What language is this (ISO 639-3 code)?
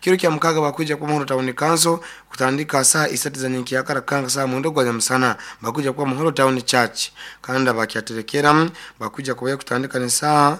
nyo